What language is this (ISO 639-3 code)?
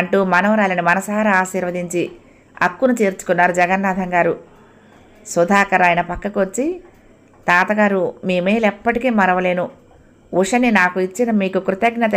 tel